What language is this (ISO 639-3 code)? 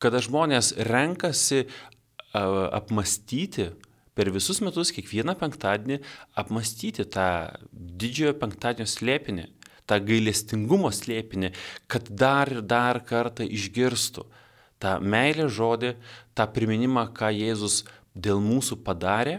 lit